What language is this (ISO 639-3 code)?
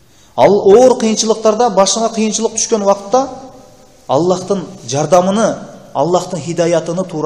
kir